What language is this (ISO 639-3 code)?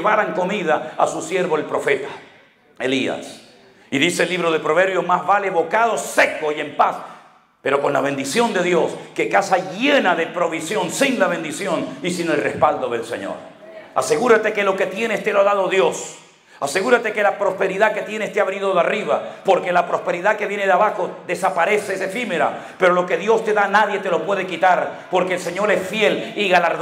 spa